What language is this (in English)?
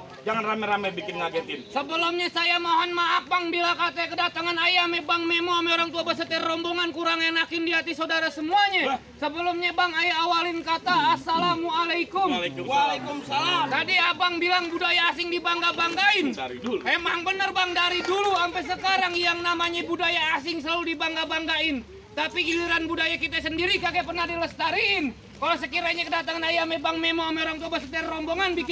Betawi